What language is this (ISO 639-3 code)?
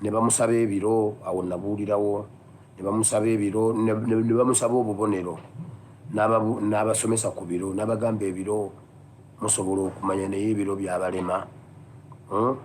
lug